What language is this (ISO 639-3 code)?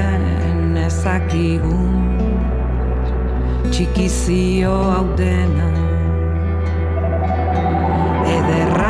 eus